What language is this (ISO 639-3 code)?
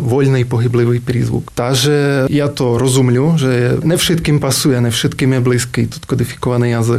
slk